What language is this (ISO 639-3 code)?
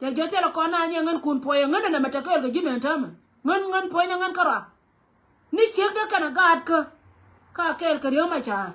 nus